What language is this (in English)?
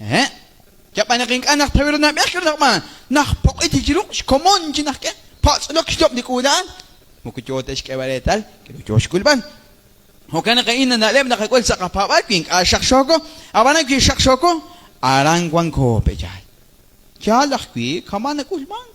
Kekchí